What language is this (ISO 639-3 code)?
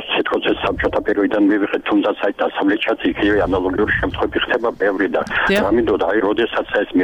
kat